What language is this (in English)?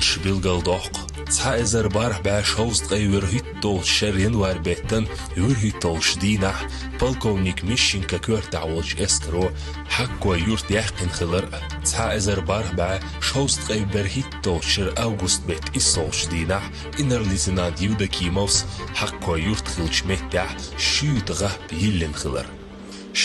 Chechen